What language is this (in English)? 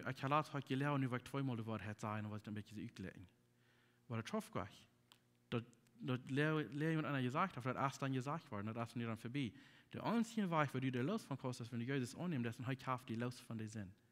Plautdietsch